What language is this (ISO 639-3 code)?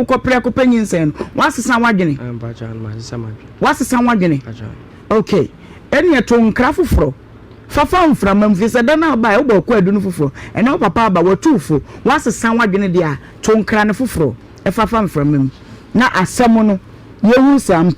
aka